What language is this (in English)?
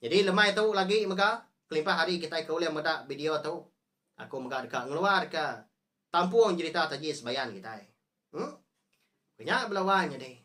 Iban